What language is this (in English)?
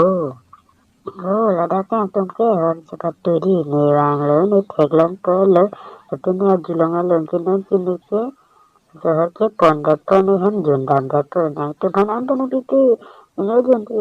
Karbi